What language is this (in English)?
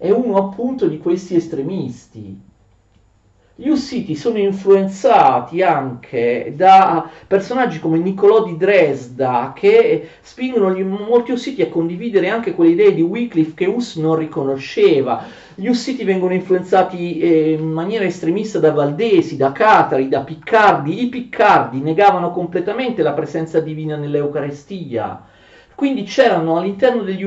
Italian